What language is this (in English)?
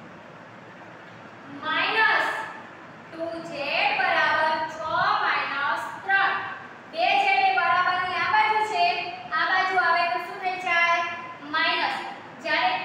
Gujarati